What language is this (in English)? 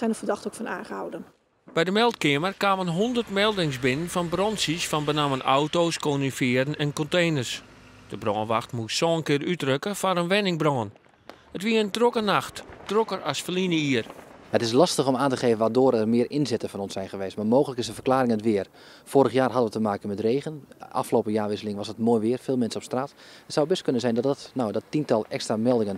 Western Frisian